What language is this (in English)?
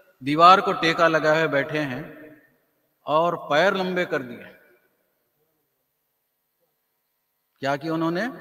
Urdu